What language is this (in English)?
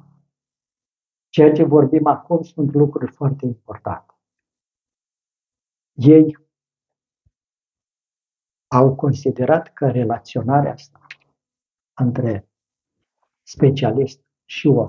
Romanian